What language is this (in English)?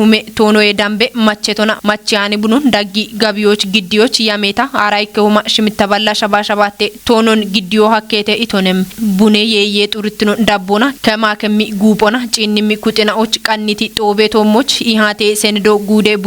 Kafa